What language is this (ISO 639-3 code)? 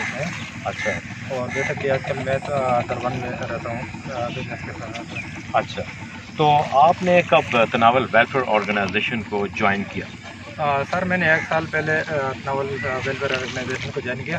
urd